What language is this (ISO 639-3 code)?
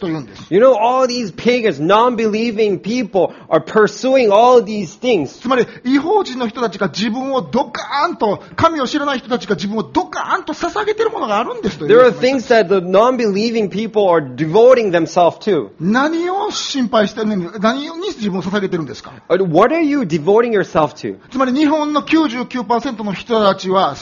jpn